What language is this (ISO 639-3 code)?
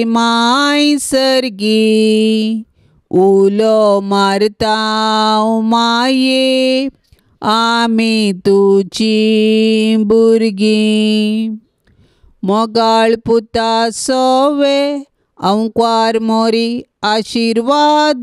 kok